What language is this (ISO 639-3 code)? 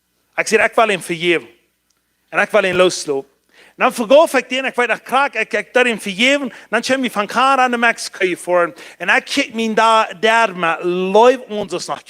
pdt